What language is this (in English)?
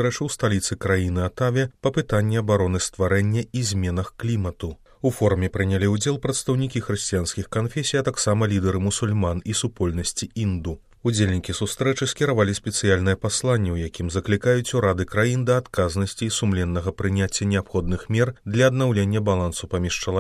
Belarusian